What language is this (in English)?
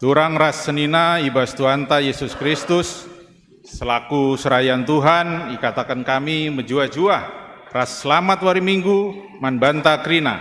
Batak Karo